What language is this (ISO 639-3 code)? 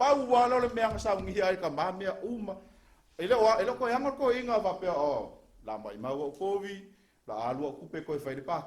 smo